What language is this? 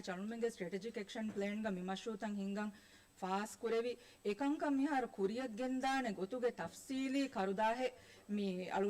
Divehi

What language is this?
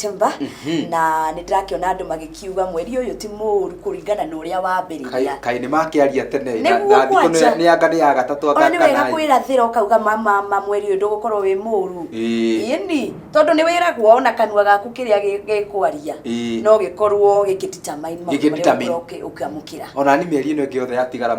Kikuyu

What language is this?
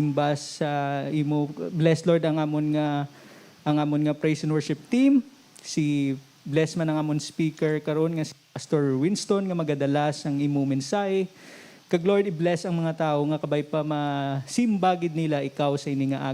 Hiligaynon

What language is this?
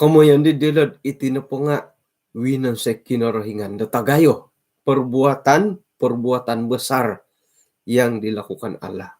Central Dusun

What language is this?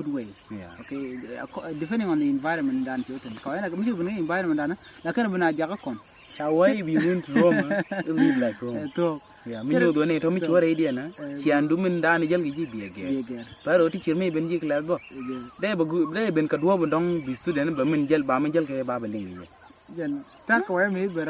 Nuer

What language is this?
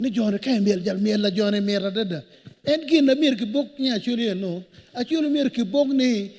Acoli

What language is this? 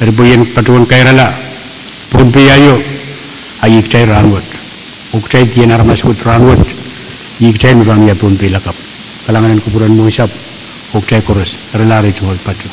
Pohnpeian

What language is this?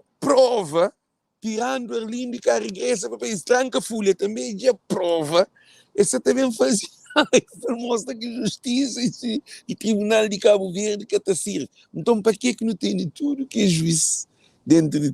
Kabuverdianu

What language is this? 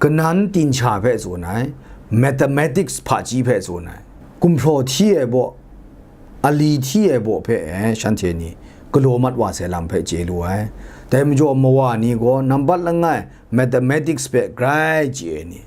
Kachin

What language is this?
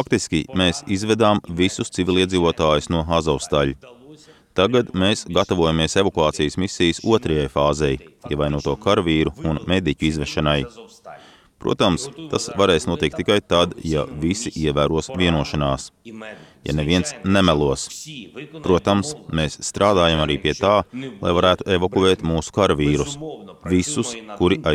Latvian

